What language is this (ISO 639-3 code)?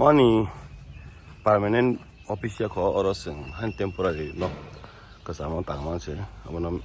trp